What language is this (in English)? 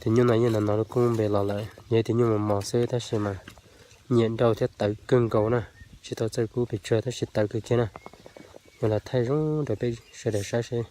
Hmong